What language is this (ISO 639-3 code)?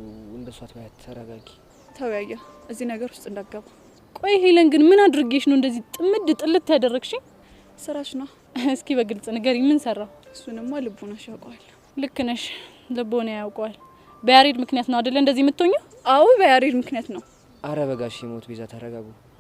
amh